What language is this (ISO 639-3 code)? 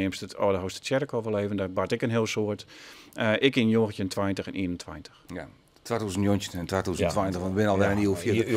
fry